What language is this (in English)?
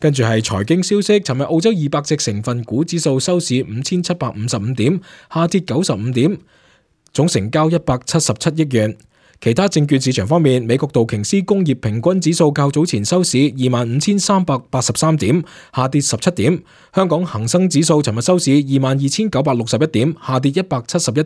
Cantonese